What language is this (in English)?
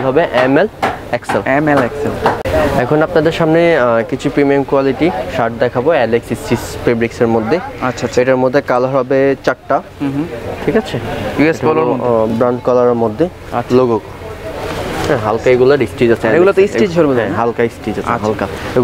Bangla